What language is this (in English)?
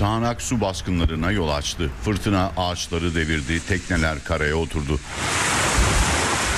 Turkish